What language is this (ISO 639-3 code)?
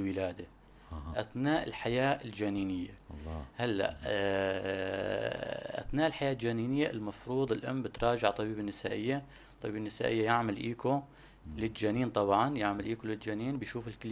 apc